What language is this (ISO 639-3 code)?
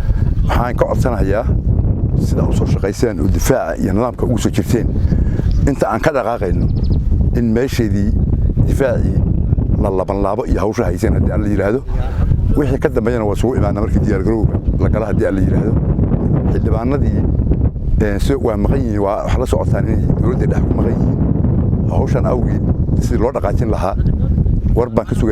som